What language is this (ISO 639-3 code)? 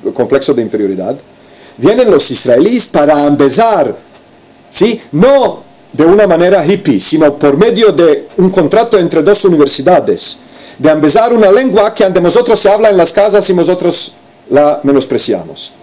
lad